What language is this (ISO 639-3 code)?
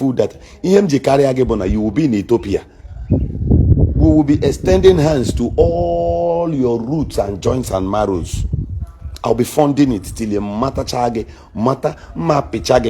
ibo